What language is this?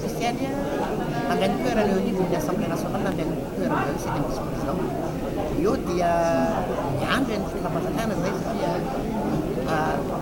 Malagasy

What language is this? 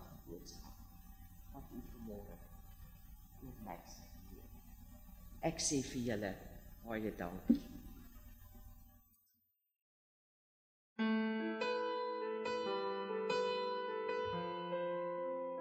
Afrikaans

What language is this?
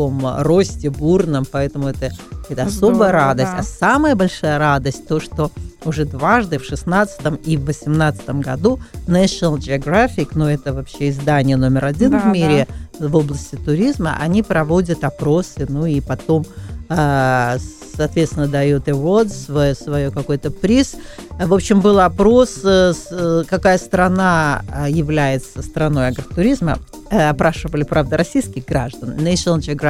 Russian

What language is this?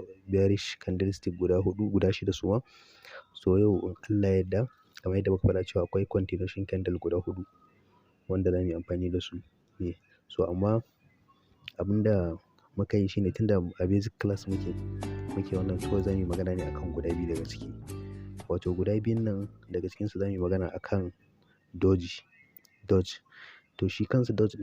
Hausa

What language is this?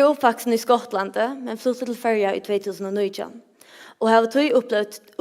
Faroese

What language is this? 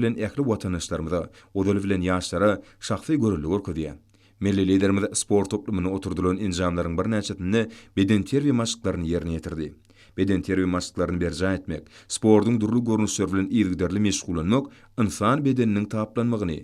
Turkmen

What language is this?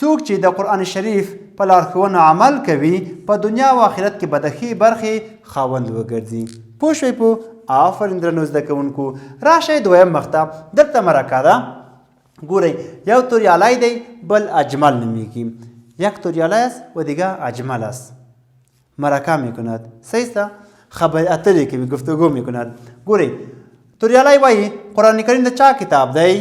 Pashto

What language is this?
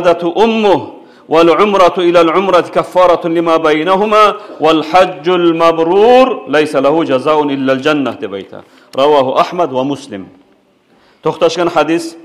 Kumyk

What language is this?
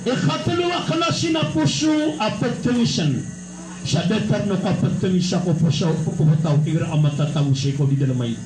Maranao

